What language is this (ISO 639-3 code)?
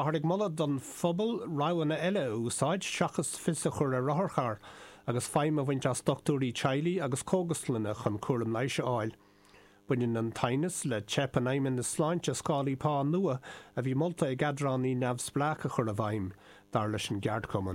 gle